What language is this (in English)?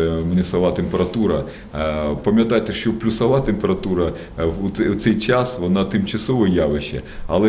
Ukrainian